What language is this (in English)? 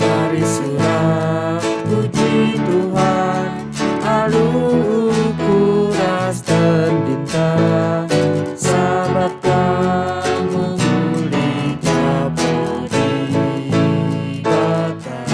Batak Karo